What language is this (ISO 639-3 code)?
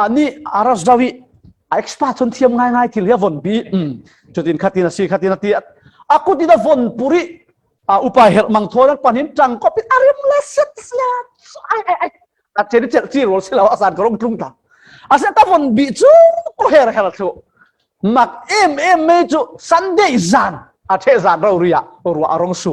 cfm